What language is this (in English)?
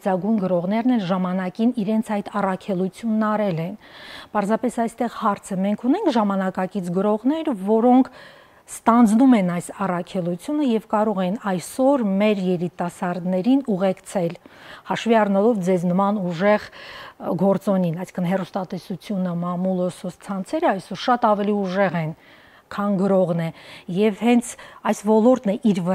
Armenian